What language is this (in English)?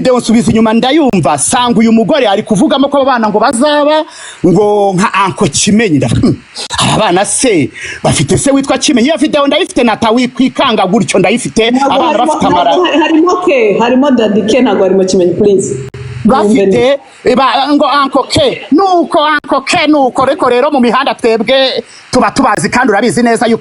Kinyarwanda